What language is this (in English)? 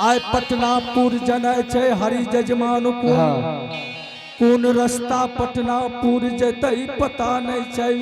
Angika